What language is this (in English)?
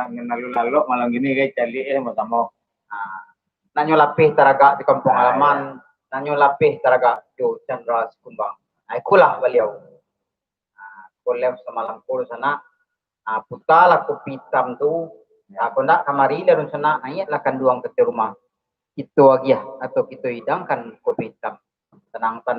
Minangkabau